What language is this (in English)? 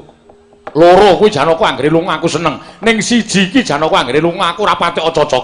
Javanese